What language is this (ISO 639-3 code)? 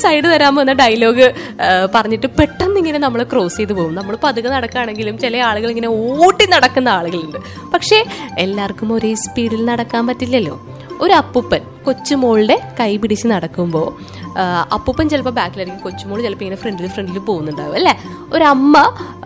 mal